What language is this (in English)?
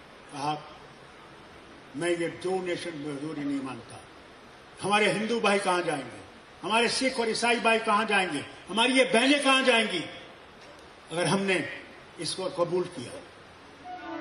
Urdu